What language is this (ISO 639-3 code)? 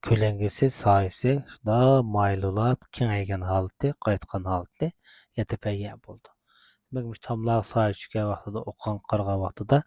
uig